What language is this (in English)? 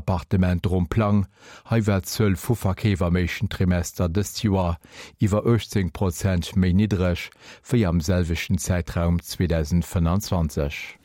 Luxembourgish